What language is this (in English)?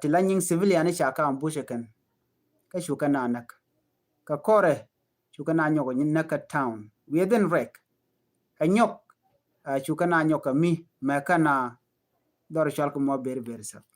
Nuer